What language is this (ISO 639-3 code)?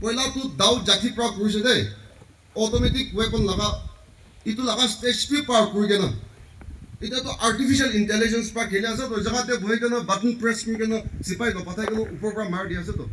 nag